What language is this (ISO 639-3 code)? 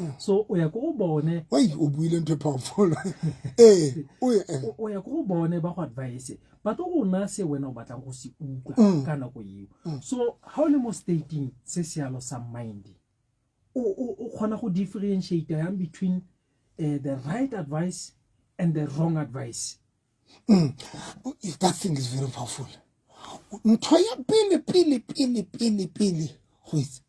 sot